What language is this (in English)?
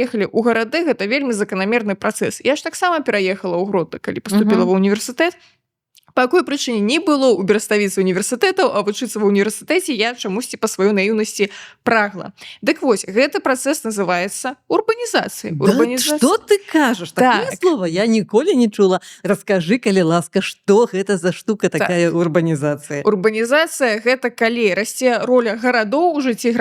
Belarusian